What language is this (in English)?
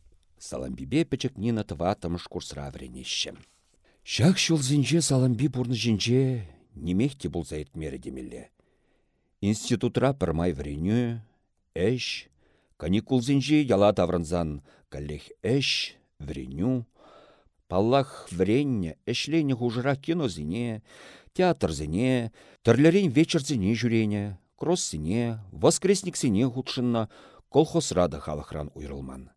Chuvash